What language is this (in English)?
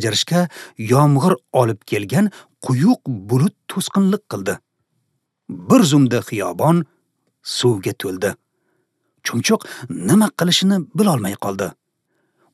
Uzbek